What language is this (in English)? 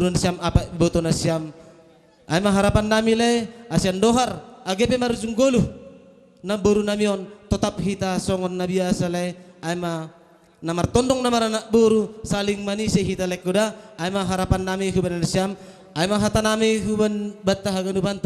Batak Simalungun